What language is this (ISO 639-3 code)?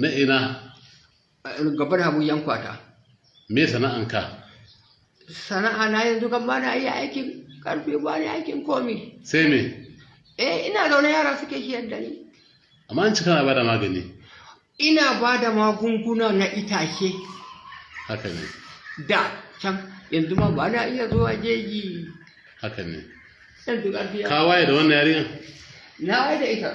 hau